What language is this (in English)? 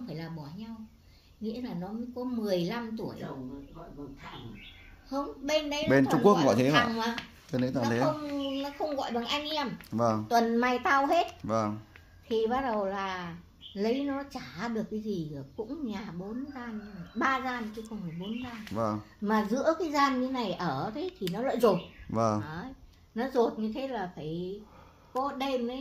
Vietnamese